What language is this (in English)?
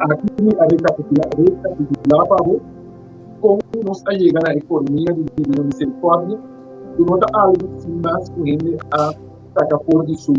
Papiamento